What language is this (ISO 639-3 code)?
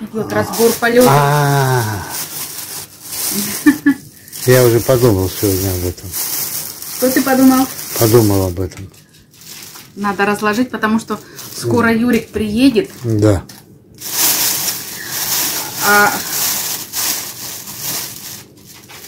rus